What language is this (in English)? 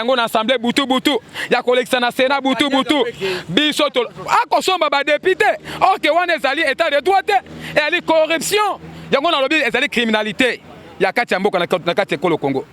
Lingala